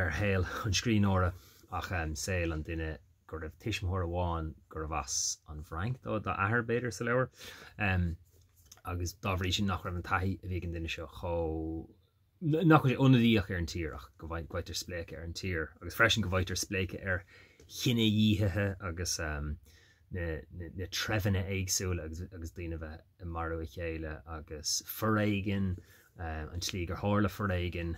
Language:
Irish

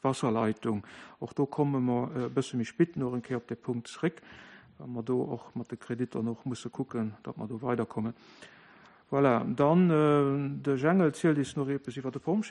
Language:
Luxembourgish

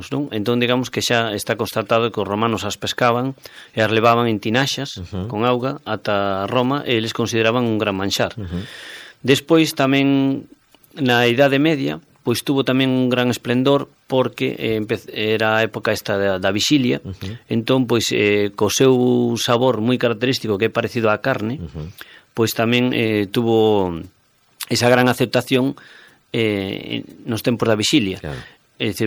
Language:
Galician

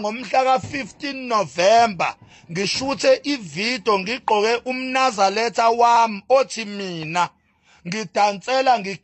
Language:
Zulu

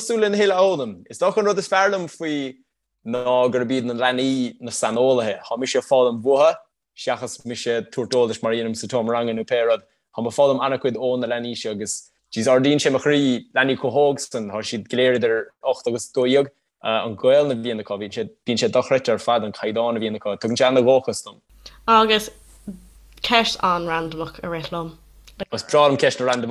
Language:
Irish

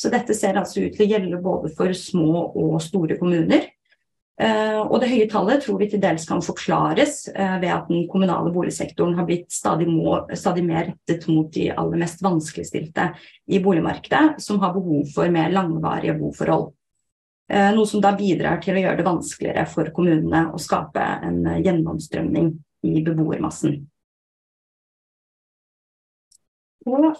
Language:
Norwegian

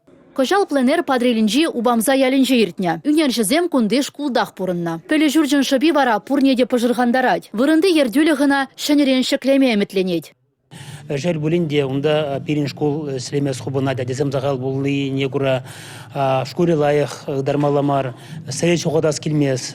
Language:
Chuvash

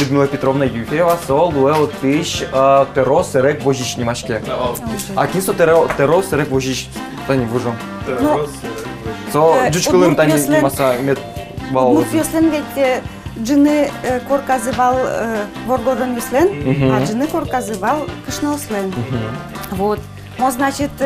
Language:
Udmurt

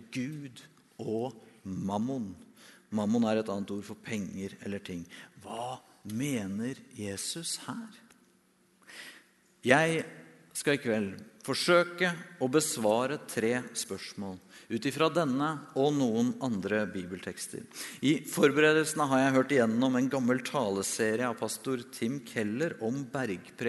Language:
Norwegian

